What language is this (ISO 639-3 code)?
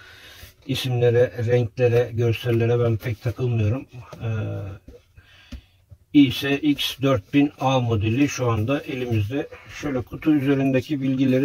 tur